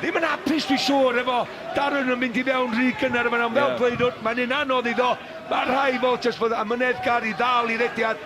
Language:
Welsh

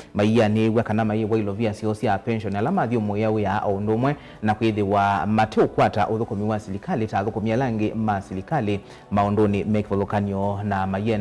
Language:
Kamba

